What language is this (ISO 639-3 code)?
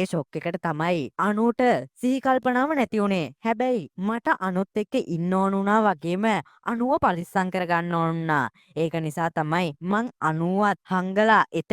sin